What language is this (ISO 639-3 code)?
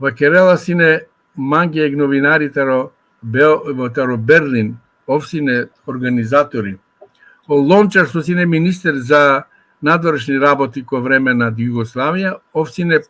rmn